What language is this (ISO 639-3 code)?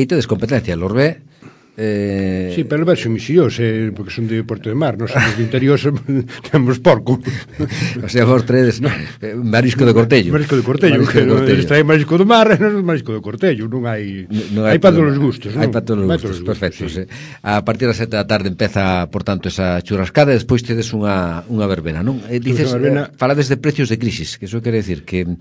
glg